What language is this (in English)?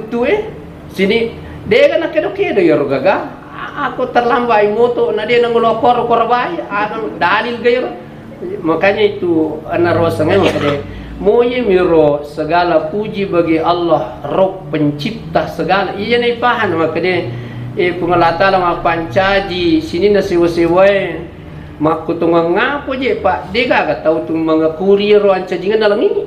Buginese